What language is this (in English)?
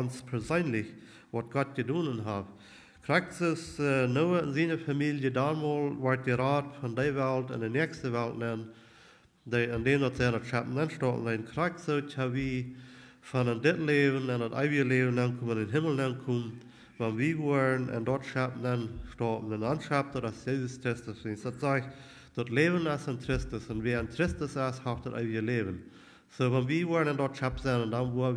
Plautdietsch